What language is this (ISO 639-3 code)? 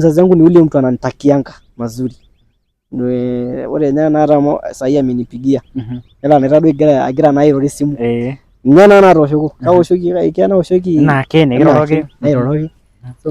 mas